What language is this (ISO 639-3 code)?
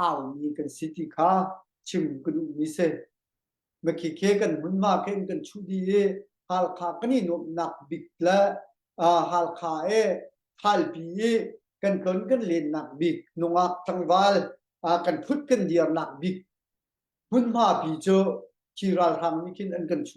cnh